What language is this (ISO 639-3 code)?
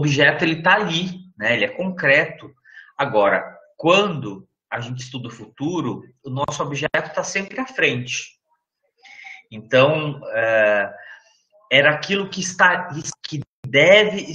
por